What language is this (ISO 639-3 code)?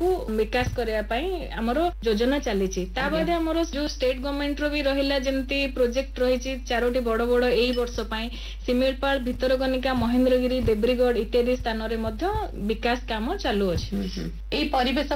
ori